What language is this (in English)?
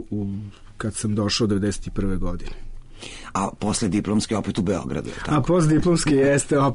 Serbian